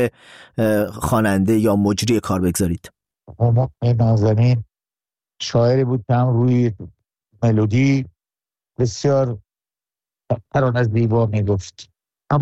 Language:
Persian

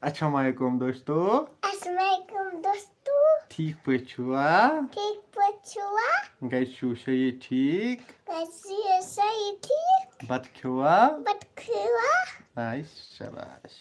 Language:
Kashmiri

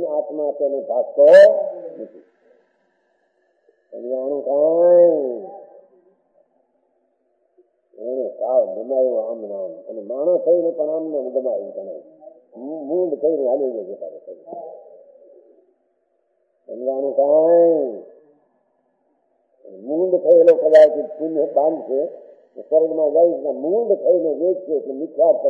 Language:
Gujarati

